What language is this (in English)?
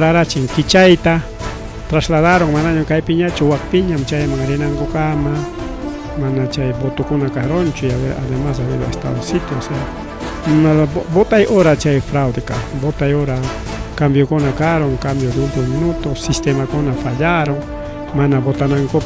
Ayacucho Quechua